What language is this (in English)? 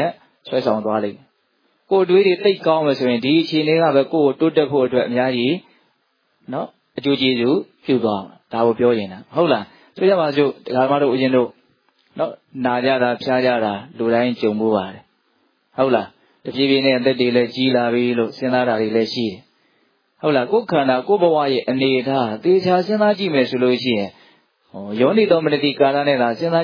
Burmese